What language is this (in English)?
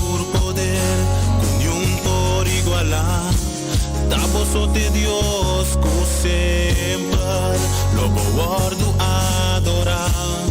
Papiamento